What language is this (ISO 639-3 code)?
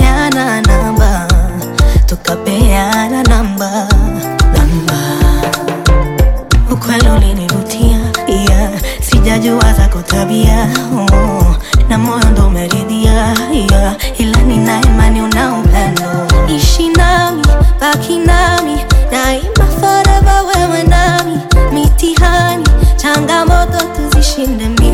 swa